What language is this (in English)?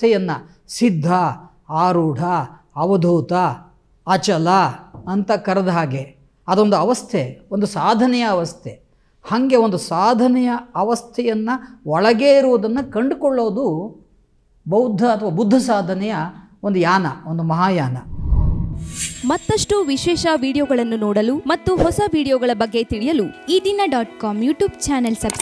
Kannada